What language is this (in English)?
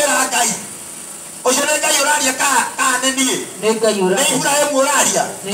Kikuyu